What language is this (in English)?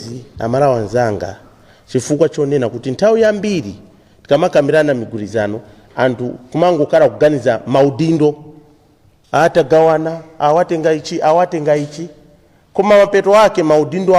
Nyanja